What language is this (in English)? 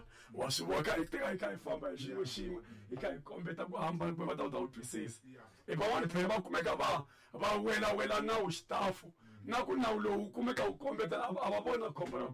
Tsonga